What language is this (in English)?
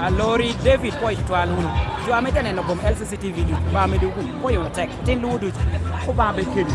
Lango (Uganda)